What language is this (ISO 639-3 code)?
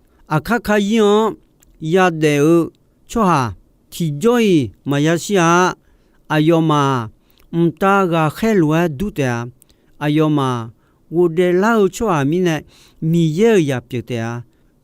ahk